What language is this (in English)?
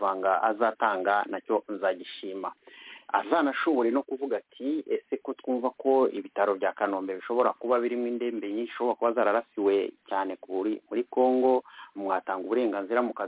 Kinyarwanda